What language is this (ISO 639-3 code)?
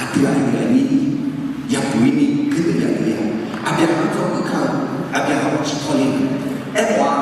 ahk